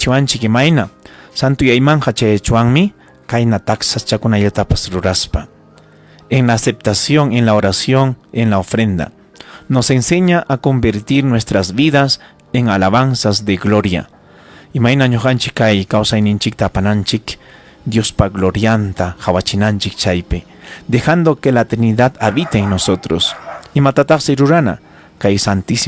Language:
Ayacucho Quechua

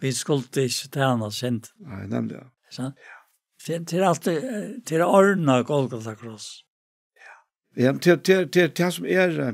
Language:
Faroese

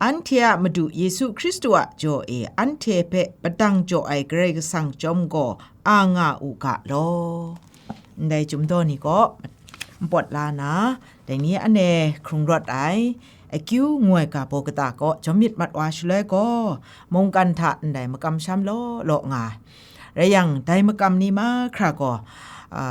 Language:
Kachin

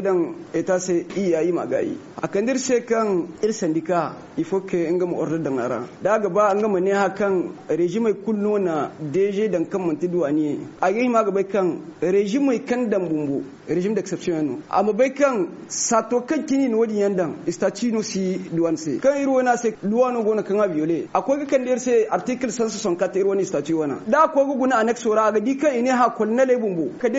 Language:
Zarma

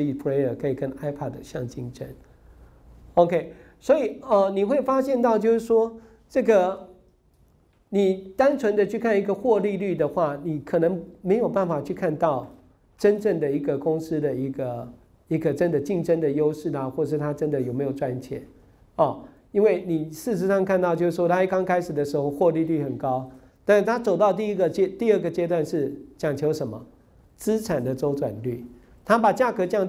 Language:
Chinese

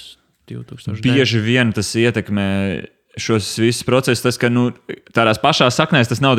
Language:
Latvian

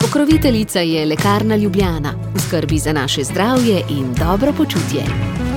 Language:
Slovenian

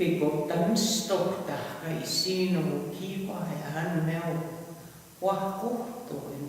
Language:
Plains Cree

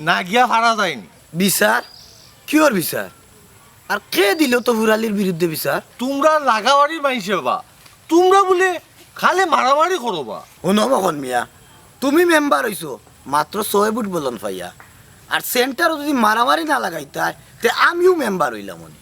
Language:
Sylheti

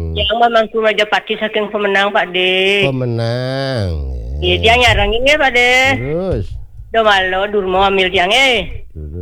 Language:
Balinese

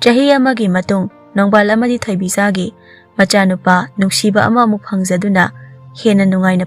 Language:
Manipuri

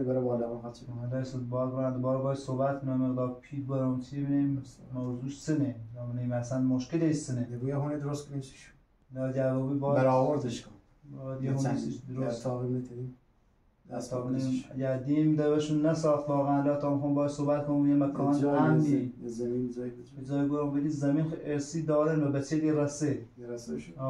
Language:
Persian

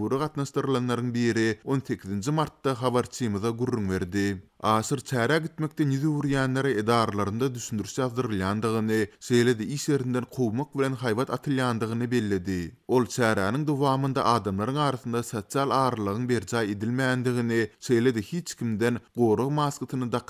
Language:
Turkmen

